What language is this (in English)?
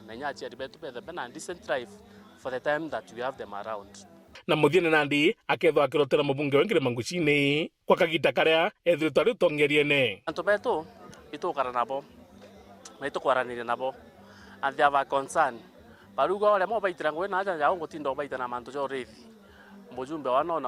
Meru